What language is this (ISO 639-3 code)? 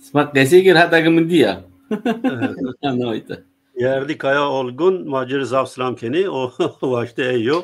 zza